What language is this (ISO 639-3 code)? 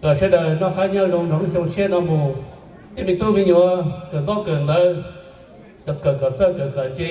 hmn